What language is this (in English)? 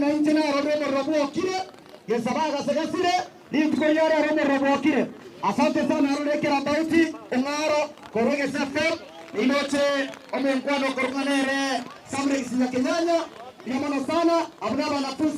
Gusii